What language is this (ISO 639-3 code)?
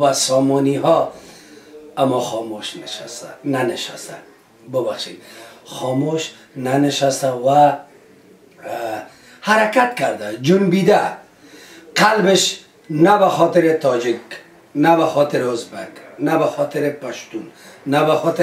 fas